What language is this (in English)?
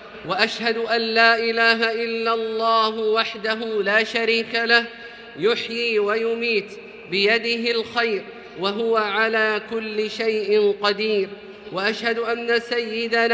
Arabic